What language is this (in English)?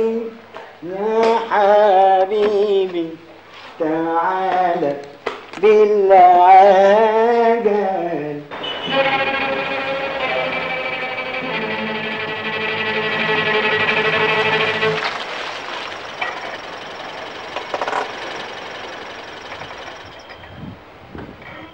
Egyptian Arabic